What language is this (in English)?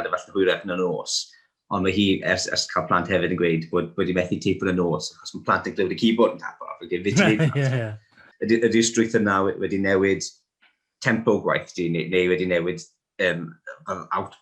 Welsh